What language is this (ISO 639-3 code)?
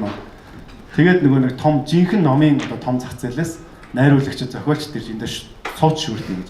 mon